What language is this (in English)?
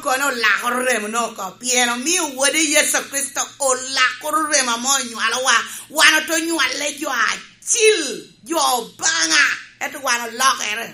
Lango (Uganda)